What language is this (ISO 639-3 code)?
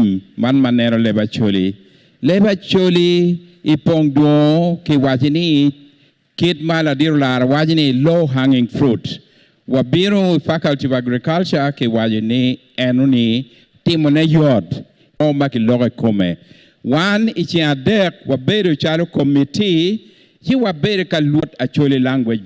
ach